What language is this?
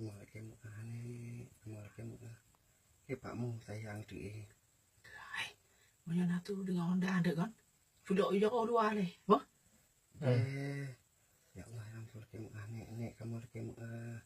Achinese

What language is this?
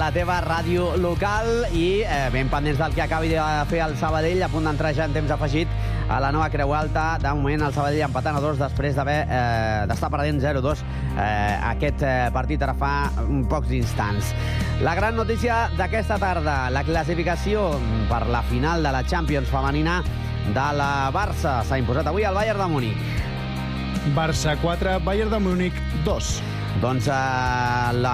Catalan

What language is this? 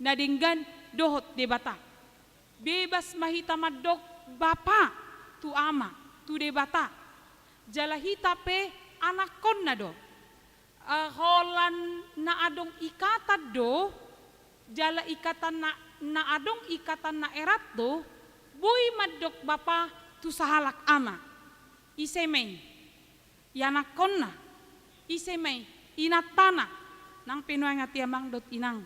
Batak Toba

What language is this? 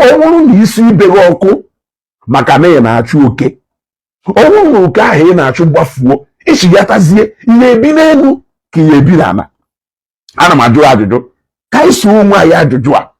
Igbo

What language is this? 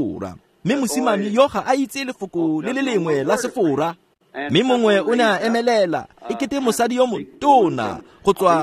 Tswana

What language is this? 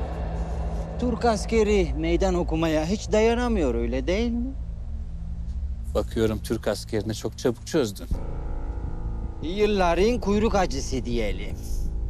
Turkish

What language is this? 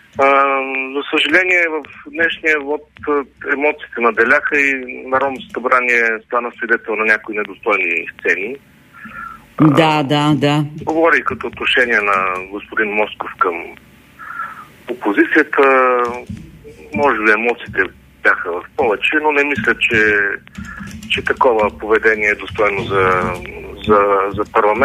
Bulgarian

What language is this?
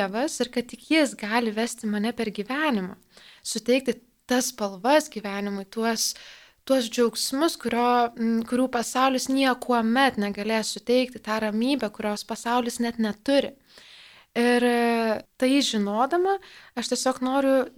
Lithuanian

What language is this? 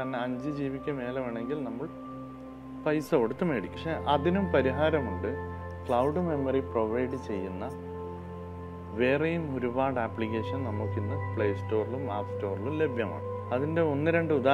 Malayalam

